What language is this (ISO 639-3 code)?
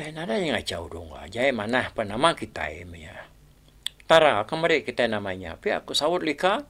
iba